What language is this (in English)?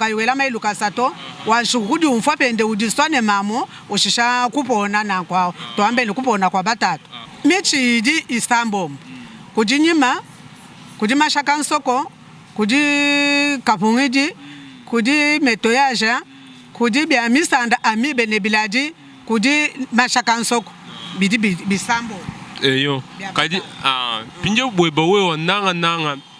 Luba-Lulua